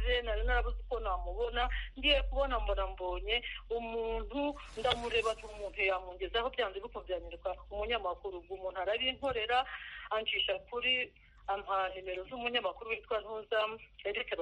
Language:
Kinyarwanda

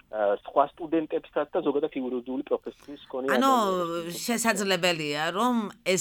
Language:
Georgian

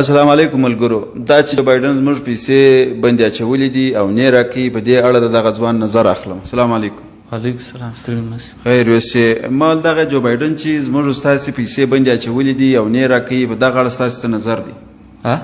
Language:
Pashto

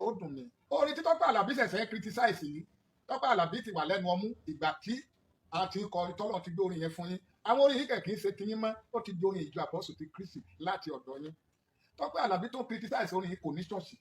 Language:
Yoruba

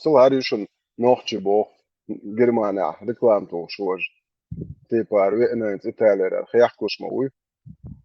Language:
Chechen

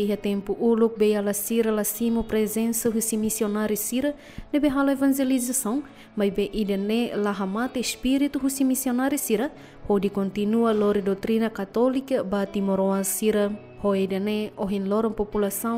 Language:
Tetum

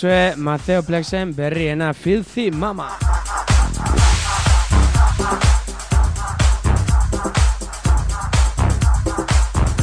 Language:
Basque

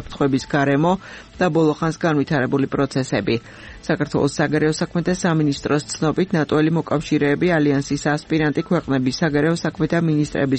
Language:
Georgian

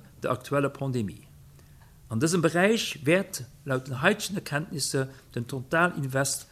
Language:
Luxembourgish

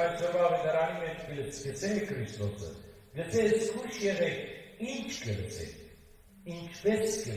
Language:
Western Armenian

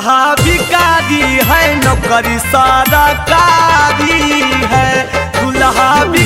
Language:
Magahi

